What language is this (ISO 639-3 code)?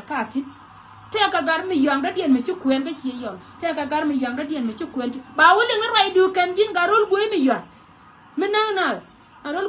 nus